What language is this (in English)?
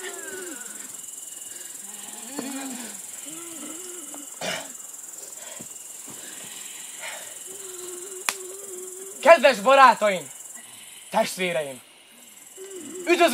Hungarian